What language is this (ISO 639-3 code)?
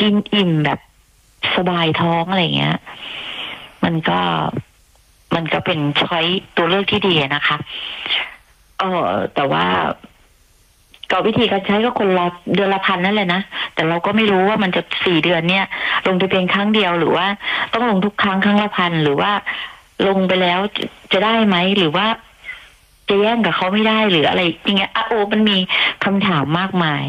tha